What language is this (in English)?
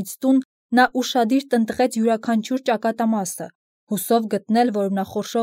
Armenian